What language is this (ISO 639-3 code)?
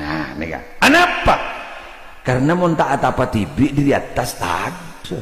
mad